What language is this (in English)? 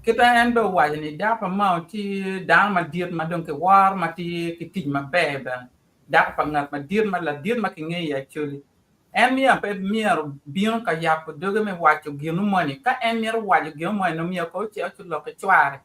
Acoli